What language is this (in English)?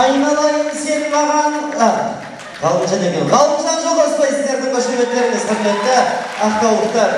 Kara-Kalpak